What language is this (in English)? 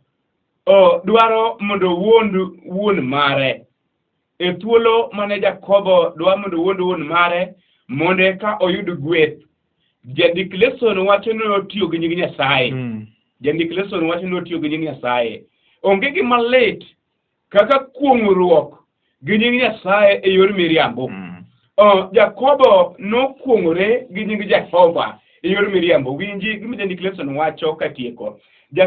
Luo (Kenya and Tanzania)